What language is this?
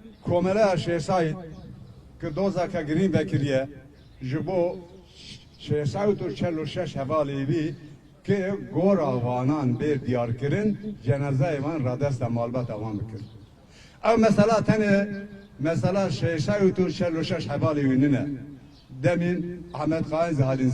Kurdish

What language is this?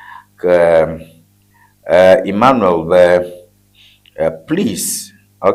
Ewe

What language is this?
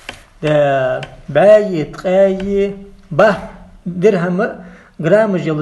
Ingush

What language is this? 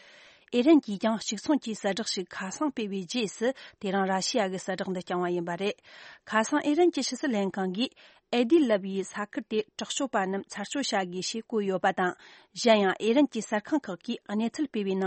Tibetan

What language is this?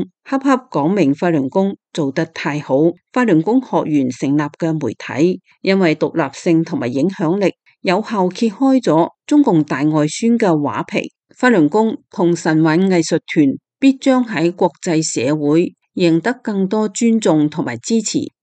Cantonese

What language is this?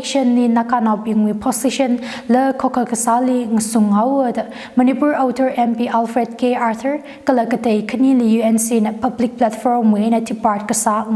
Tangkhul Naga (India)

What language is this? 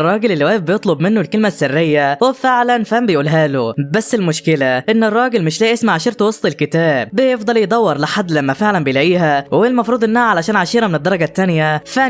Egyptian Arabic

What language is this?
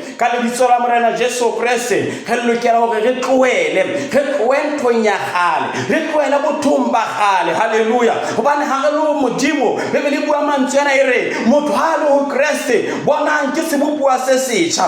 Southern Sotho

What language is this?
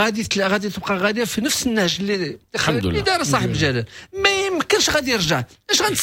Moroccan Arabic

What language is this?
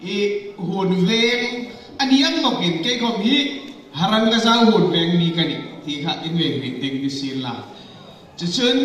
Hmar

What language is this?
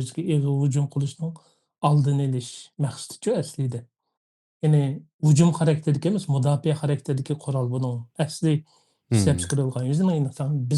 Uyghur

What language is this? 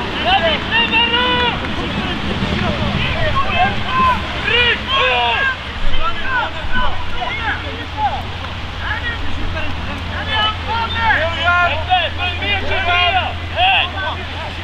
Swedish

